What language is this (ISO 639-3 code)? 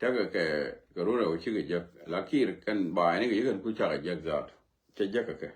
nus